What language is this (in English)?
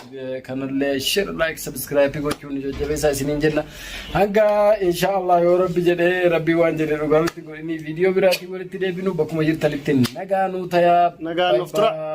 Oromo